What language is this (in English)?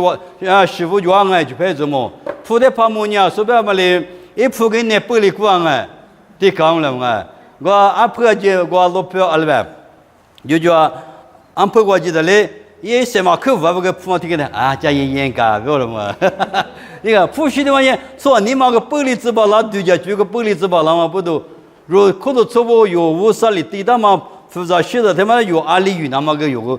Lisu